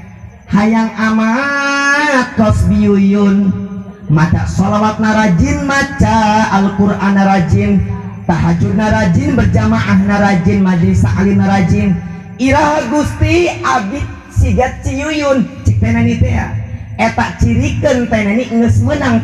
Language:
Sundanese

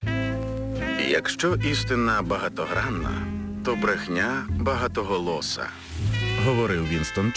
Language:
Ukrainian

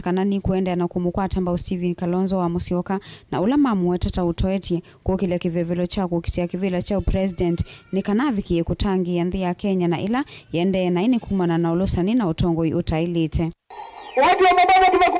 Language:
Kamba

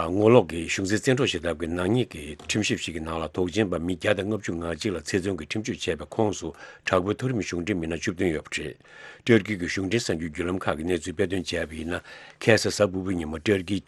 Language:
Tibetan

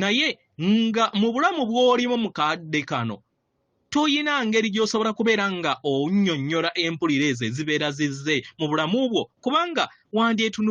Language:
Ganda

